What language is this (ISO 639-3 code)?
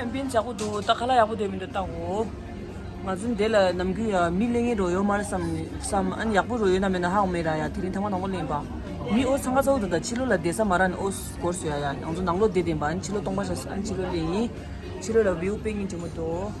bod